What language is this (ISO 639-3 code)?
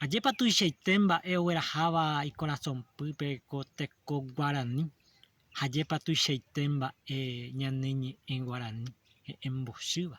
grn